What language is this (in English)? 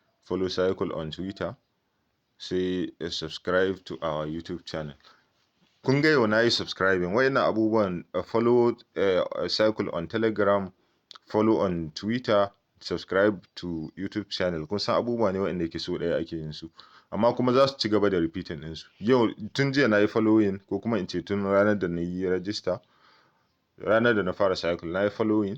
Hausa